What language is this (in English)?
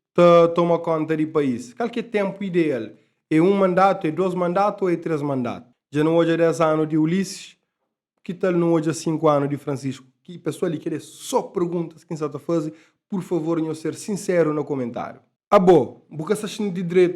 Kabuverdianu